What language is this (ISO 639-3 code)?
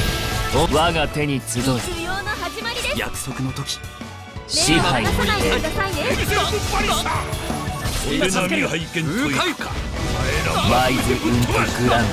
jpn